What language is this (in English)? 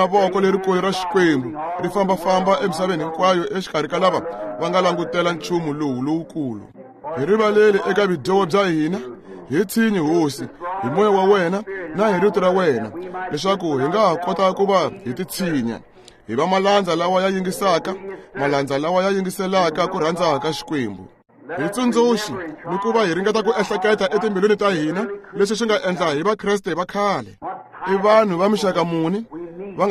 Tsonga